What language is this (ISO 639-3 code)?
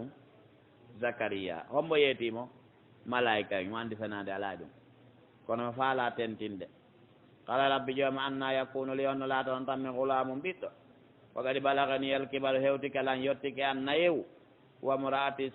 fuf